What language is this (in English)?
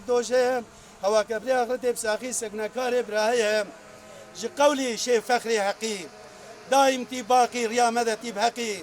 Kurdish